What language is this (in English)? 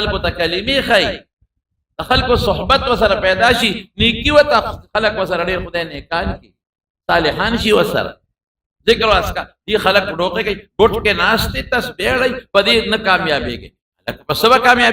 Pashto